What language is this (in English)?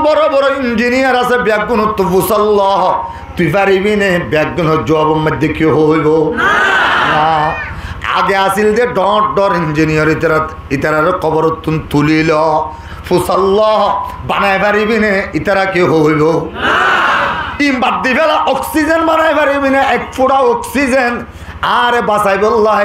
Rohingya